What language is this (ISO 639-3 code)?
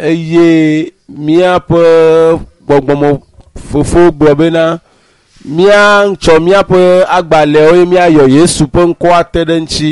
ewe